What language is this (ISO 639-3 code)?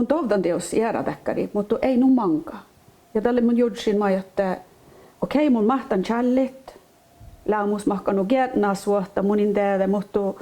sme